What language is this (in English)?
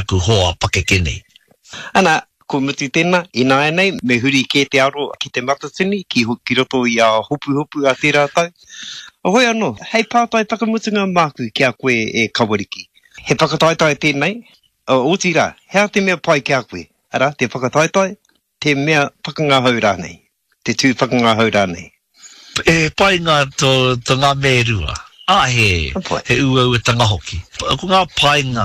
Māori